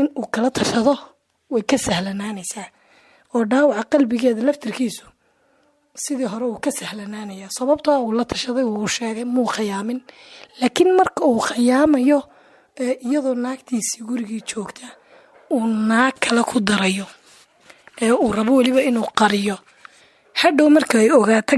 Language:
Somali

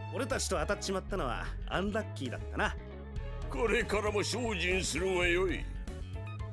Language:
Japanese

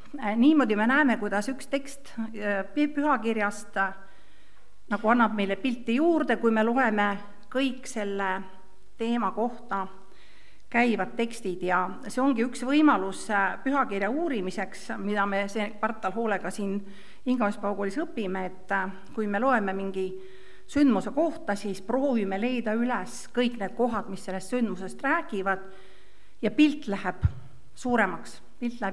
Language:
Estonian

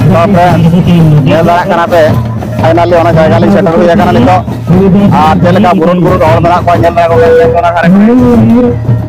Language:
Santali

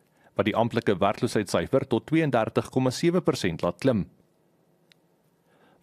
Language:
Afrikaans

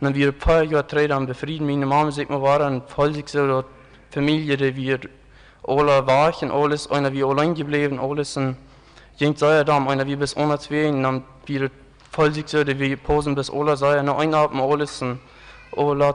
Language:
Plautdietsch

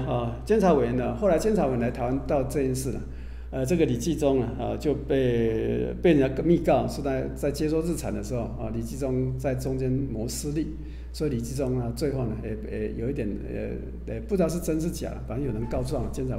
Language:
Chinese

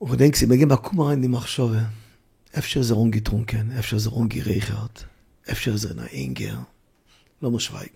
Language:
Yiddish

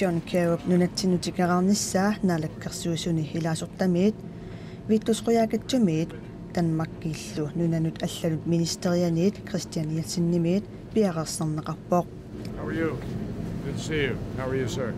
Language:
Kalaallisut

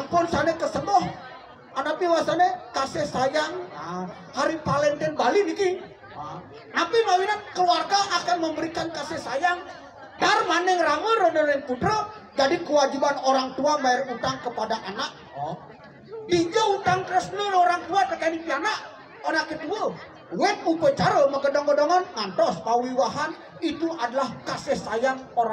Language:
Balinese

